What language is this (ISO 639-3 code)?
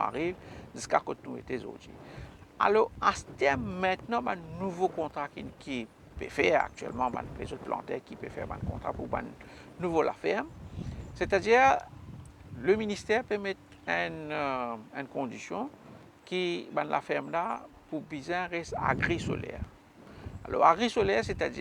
mfe